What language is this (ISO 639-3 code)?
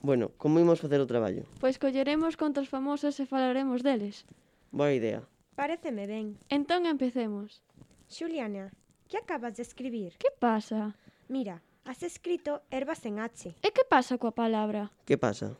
glg